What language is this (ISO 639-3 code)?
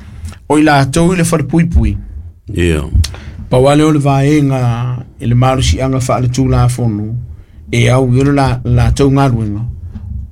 smo